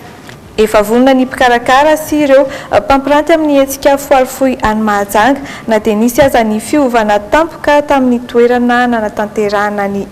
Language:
Malagasy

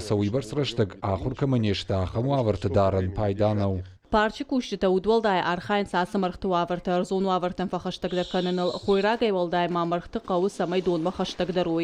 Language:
Ossetic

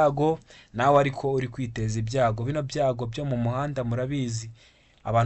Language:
Kinyarwanda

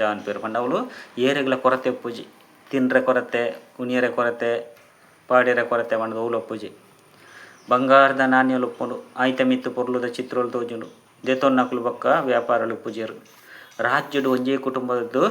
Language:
Tulu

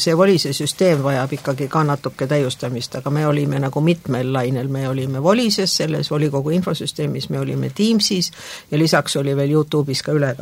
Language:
Estonian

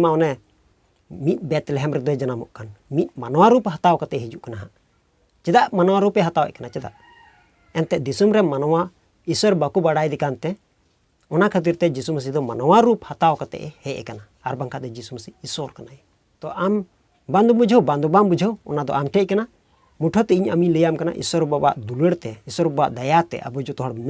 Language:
Santali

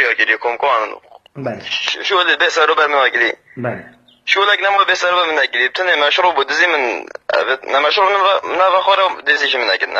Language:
Kurdish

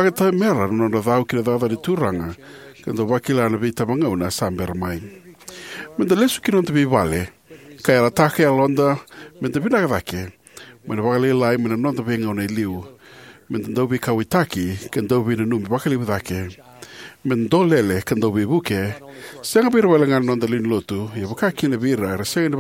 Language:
Fijian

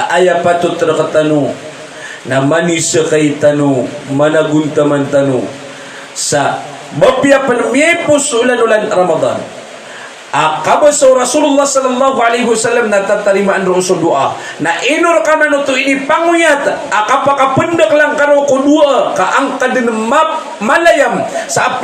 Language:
Maranao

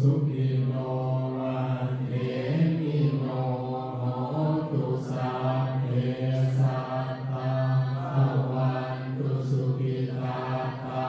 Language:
Pali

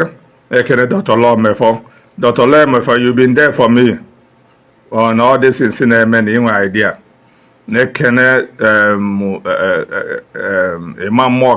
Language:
Igbo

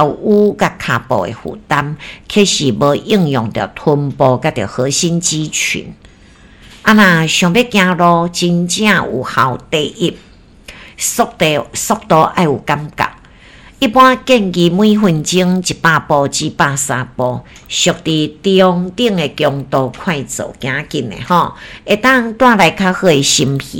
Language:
Min Nan Chinese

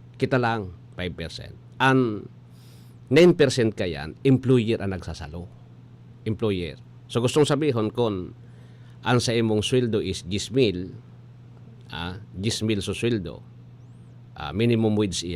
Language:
Bikol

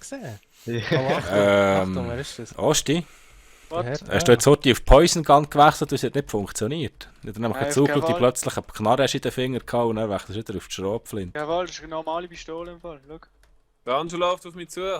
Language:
Swiss German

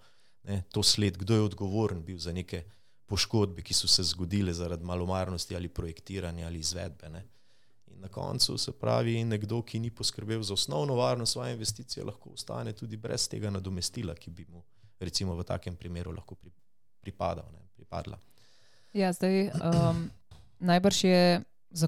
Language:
Slovenian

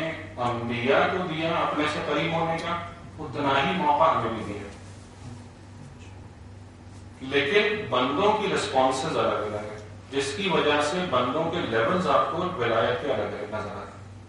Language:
Urdu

